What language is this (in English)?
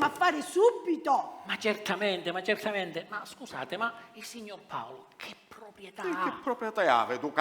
Sicilian